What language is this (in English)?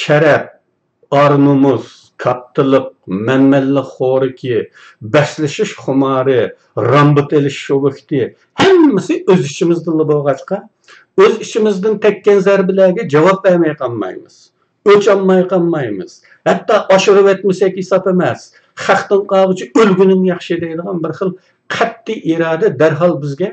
Uyghur